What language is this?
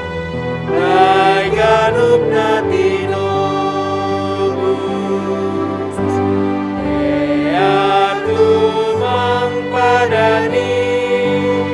Batak Simalungun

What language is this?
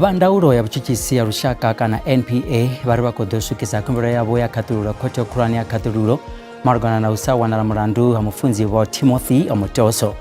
Venda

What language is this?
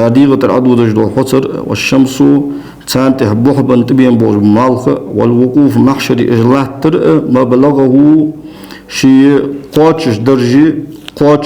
Ingush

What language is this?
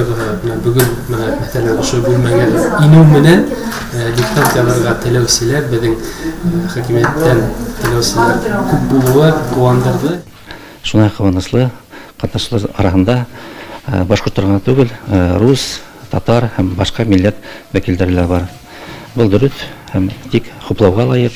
Bashkir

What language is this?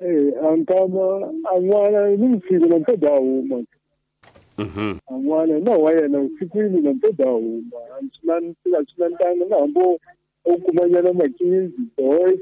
Tsonga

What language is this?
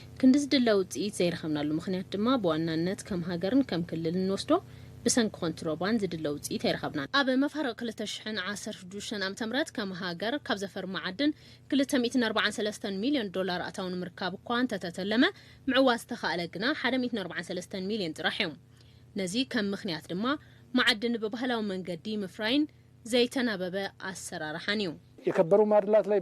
Tigrinya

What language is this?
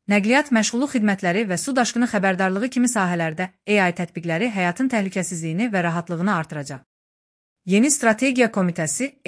Azerbaijani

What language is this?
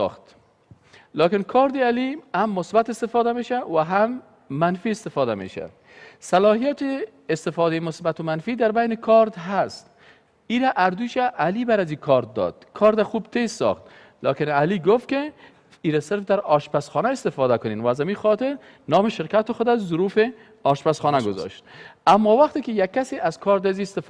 Persian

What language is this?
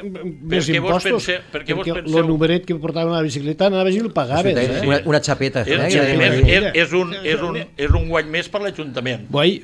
Catalan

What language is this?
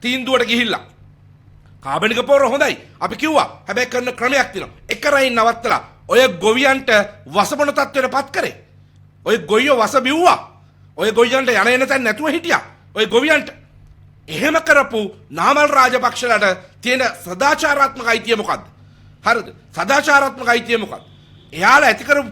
Sinhala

